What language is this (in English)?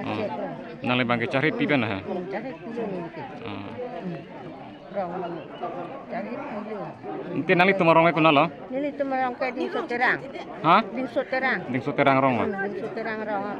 Karbi